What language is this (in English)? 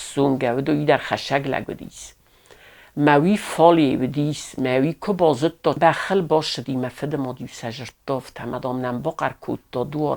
Ossetic